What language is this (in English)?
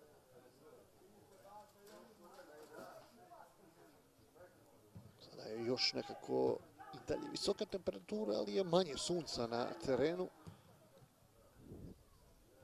Croatian